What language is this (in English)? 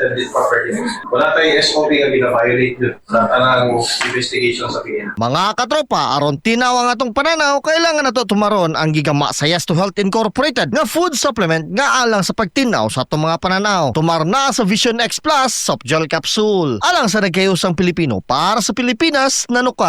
Cebuano